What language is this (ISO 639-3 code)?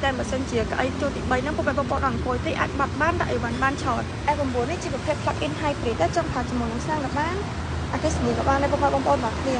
khm